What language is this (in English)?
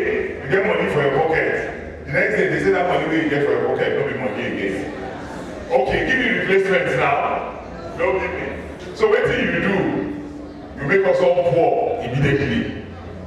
Nigerian Pidgin